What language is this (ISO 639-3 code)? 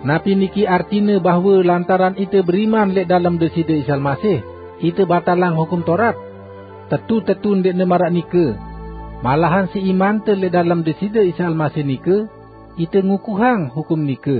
sas